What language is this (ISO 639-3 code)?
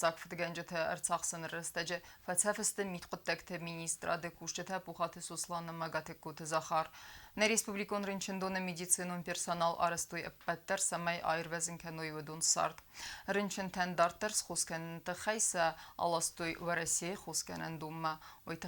oss